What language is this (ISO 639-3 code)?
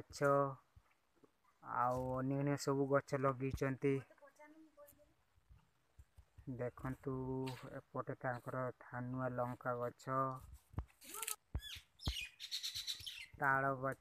ori